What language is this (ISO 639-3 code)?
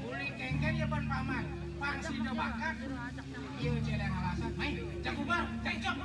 ban